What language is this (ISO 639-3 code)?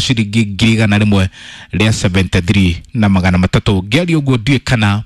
kik